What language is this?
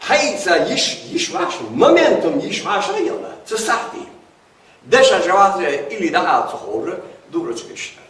Ingush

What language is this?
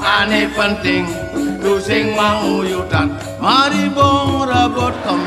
Balinese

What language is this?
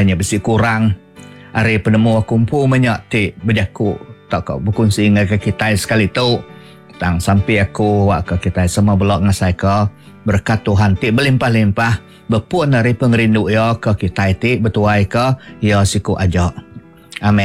Iban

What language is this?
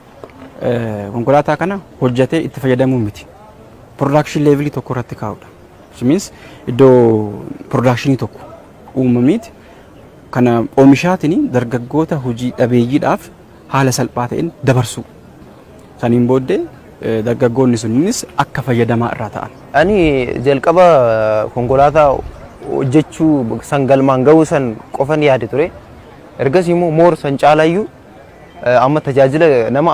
Oromo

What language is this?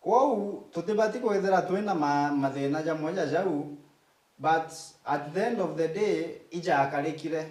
Meru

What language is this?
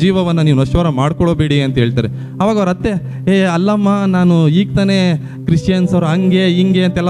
Kannada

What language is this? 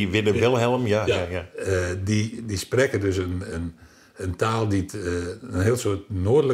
Western Frisian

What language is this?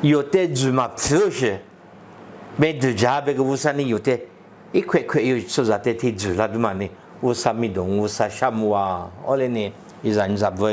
Lisu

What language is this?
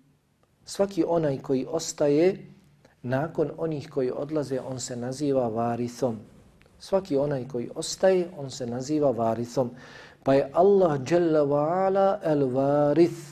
Bosnian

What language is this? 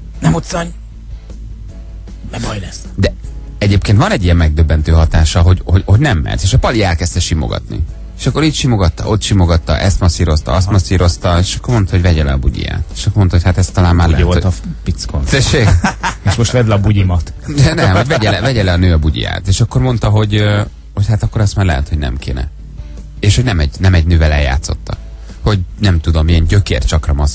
Hungarian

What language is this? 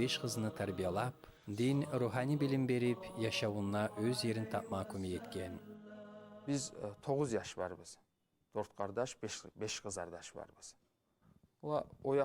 Kumyk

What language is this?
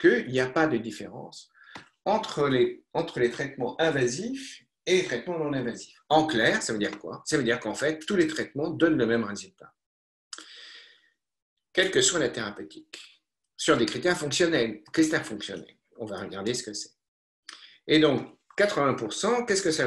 French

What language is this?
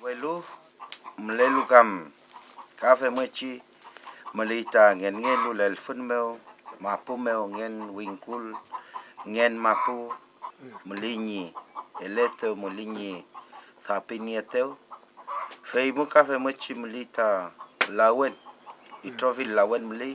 Mapuche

